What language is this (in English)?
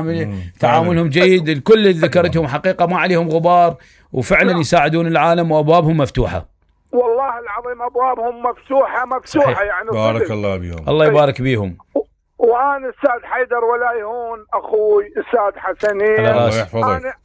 Mesopotamian Arabic